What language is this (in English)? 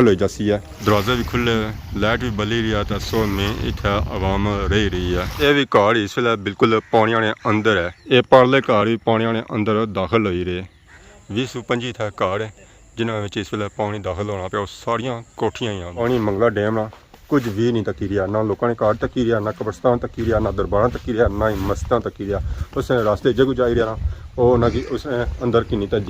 Pahari-Potwari